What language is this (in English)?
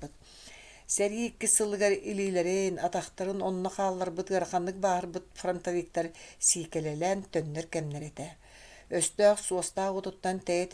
Yakut